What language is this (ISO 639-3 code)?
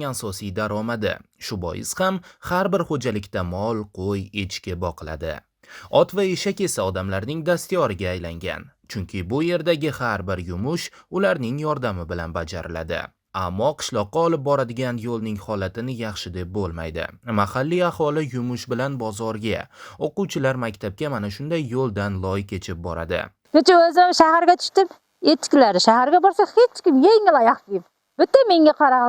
uzb